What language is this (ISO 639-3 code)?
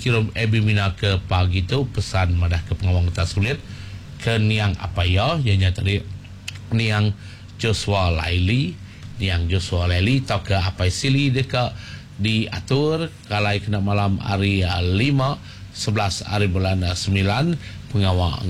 iba